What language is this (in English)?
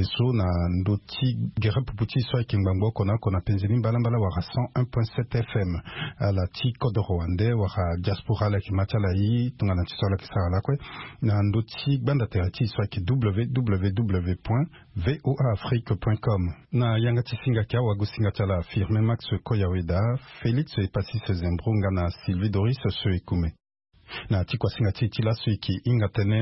Sango